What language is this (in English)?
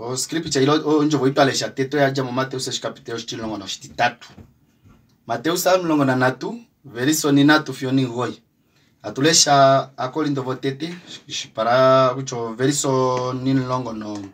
Kuanyama